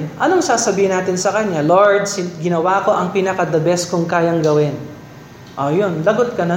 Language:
Filipino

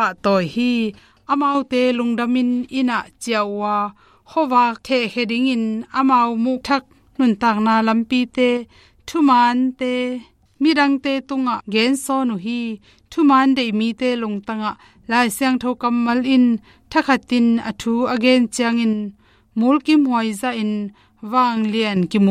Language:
Tedim Chin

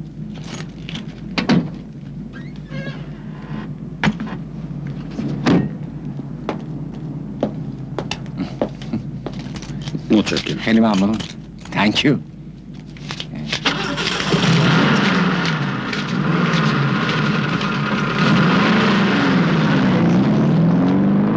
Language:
Persian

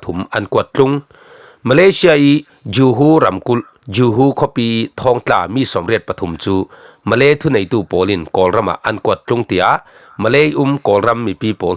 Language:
Falam Chin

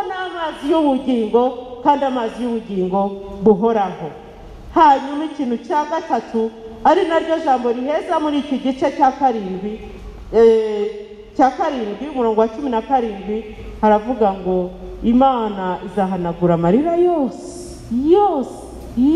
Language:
Kinyarwanda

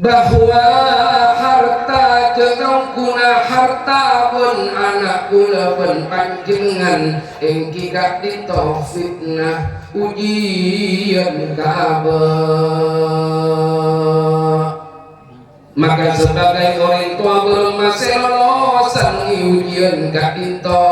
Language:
Madurese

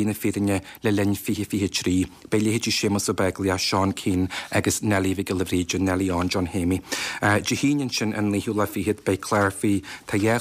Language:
Irish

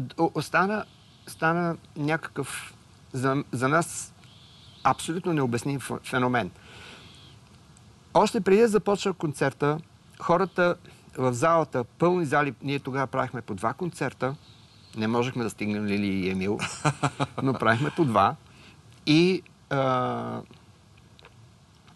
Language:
Bulgarian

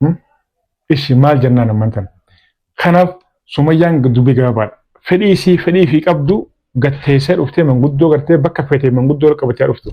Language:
Oromo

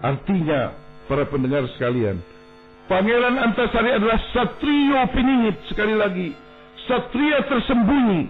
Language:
Banjar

